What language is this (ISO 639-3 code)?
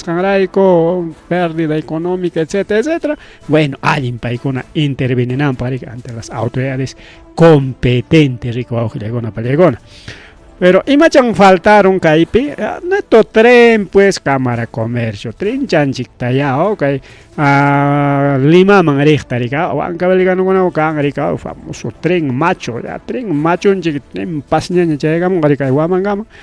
quy